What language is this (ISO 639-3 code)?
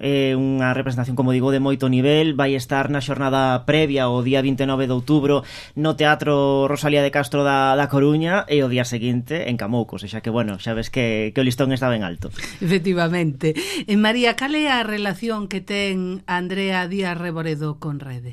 glg